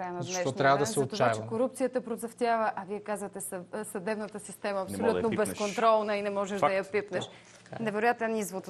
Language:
Bulgarian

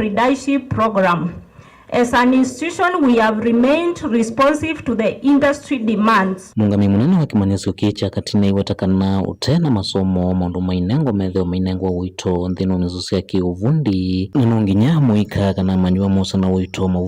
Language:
Kamba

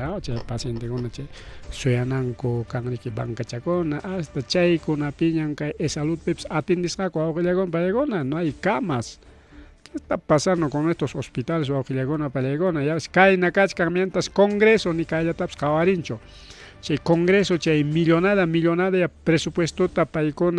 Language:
Ayacucho Quechua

